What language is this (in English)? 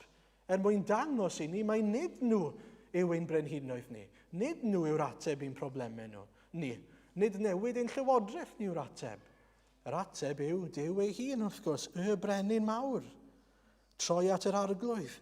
Welsh